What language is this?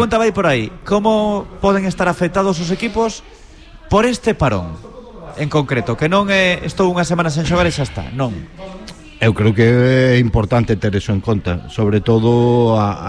Galician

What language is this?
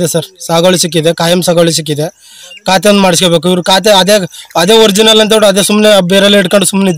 Kannada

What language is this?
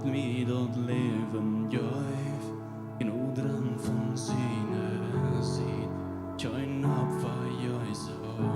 Plautdietsch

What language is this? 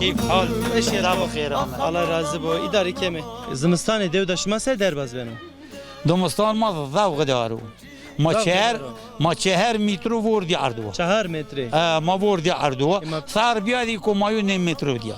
Zaza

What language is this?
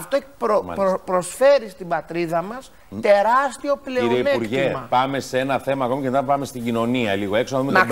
Greek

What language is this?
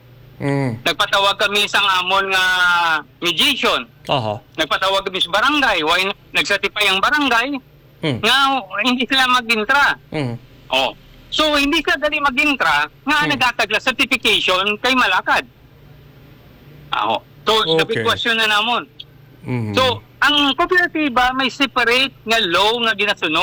Hiligaynon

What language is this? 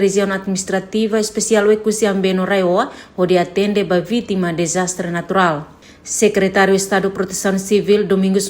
Tetum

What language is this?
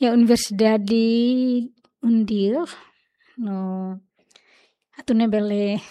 Tetum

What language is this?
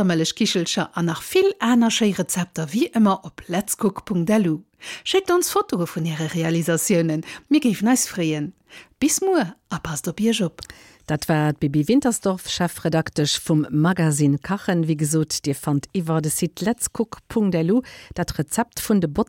Luxembourgish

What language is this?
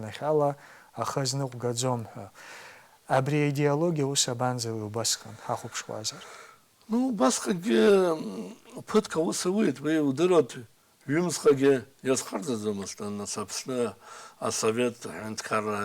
Abkhazian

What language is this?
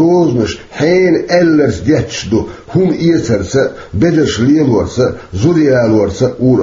Chechen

